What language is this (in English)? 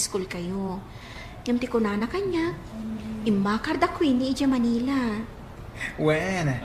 Iloko